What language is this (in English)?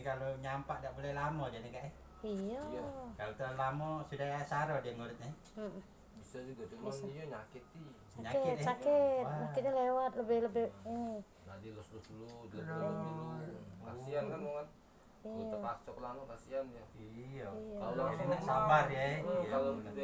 Musi